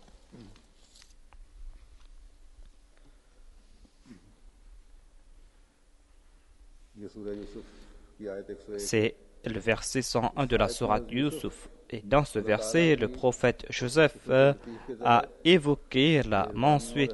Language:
French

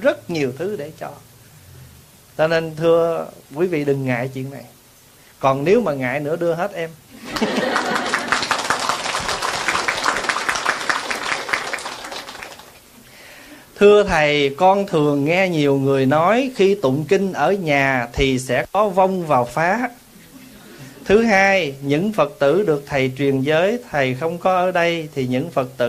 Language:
Vietnamese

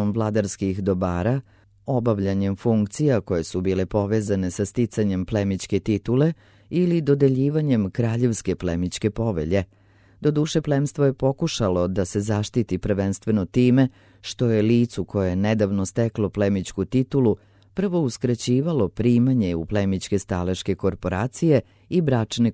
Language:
Serbian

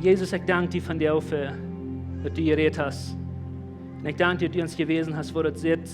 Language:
Plautdietsch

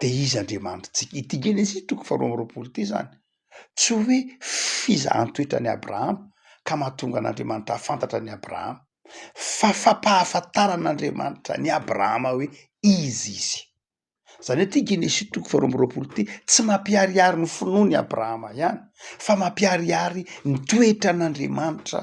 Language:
Malagasy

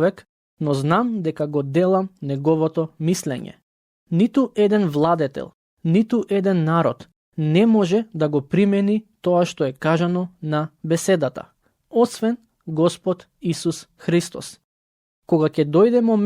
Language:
Macedonian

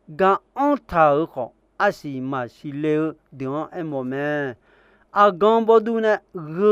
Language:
Akha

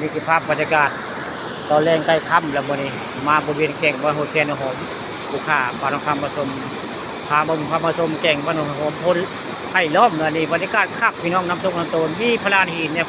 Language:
Northeastern Thai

